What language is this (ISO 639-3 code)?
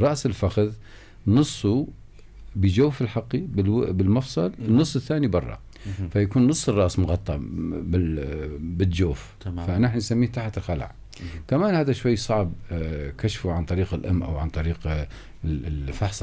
apc